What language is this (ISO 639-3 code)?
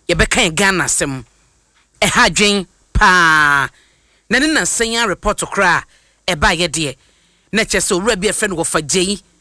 aka